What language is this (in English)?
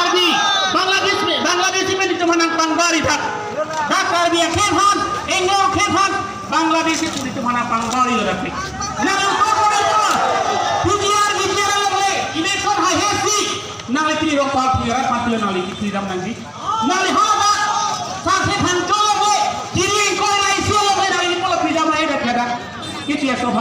Karbi